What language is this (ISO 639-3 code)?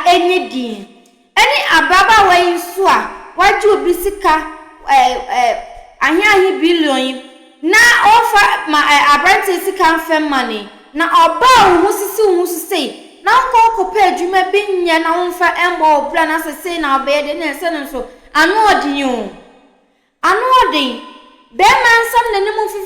aka